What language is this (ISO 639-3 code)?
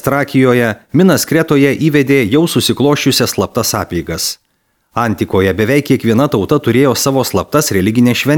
lit